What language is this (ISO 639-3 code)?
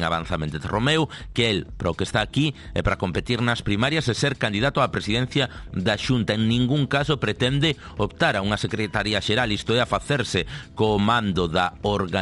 glg